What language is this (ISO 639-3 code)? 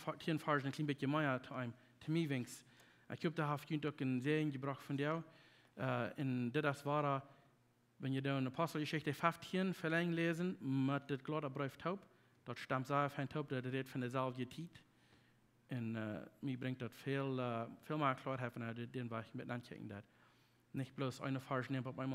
pdt